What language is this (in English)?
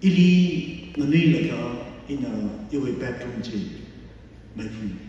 Tangkhul Naga (India)